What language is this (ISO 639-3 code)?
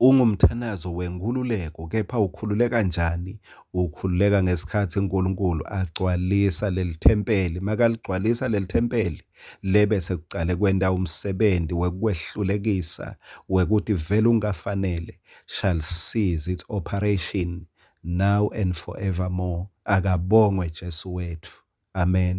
ssw